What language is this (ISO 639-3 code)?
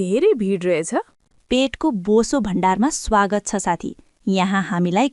nep